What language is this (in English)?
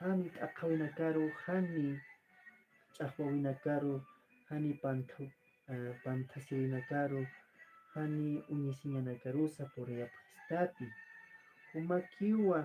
Aymara